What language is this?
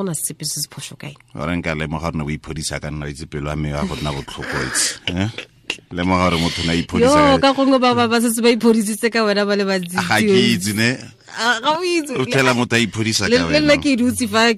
Tswana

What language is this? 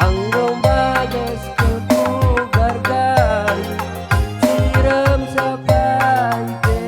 Batak Karo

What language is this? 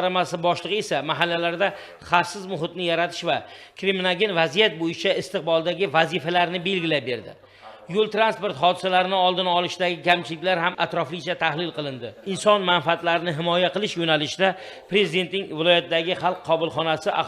Uzbek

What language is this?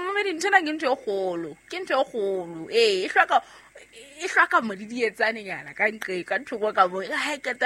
Southern Sotho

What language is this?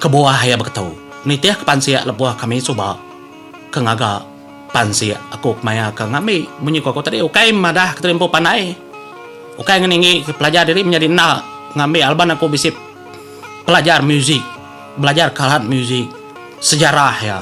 Iban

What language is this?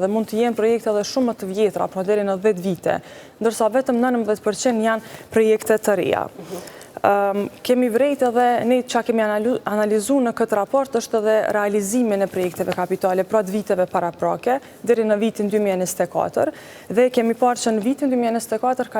Albanian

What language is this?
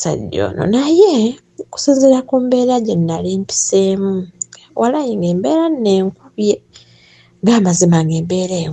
Ganda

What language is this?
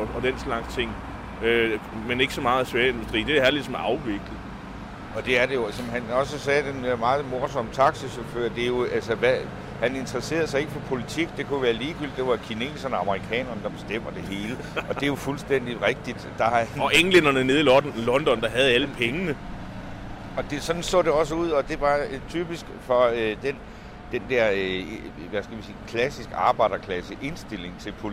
Danish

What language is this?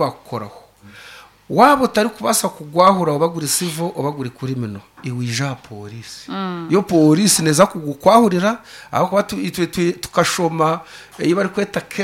Nyankole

